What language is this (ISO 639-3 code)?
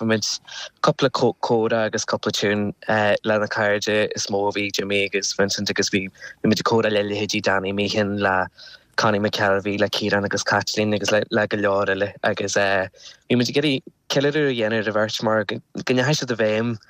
gle